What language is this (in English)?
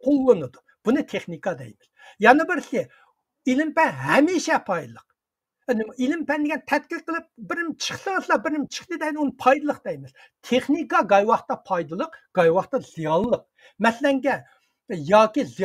Uyghur